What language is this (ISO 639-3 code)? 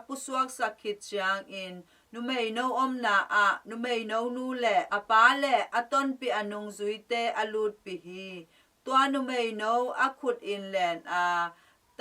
ctd